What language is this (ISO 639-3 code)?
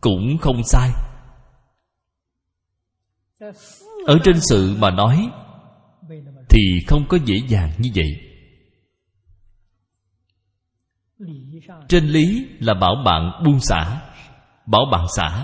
vie